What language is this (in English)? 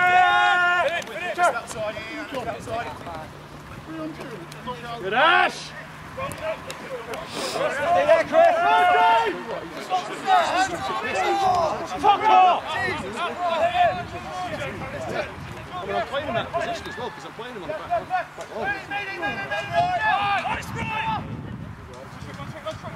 English